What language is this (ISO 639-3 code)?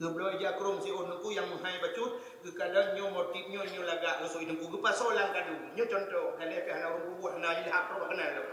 ace